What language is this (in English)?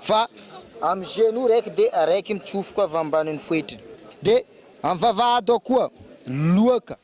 Malagasy